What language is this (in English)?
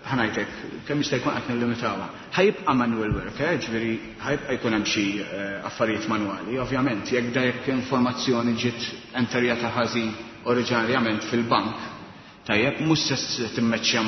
Maltese